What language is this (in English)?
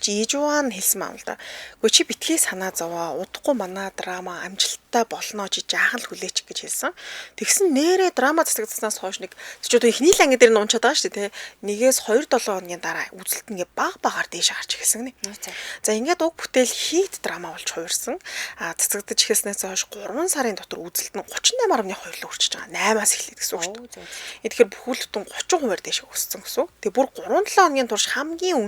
Mongolian